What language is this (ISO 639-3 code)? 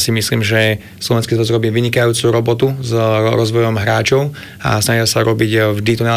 slk